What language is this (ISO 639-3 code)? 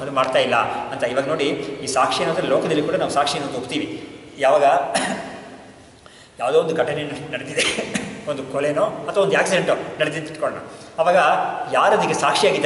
kan